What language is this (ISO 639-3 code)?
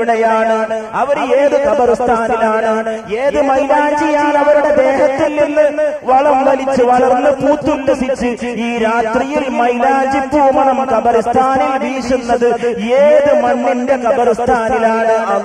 mal